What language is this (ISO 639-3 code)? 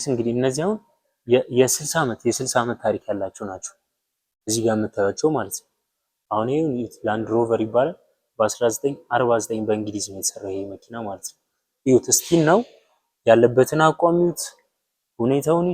amh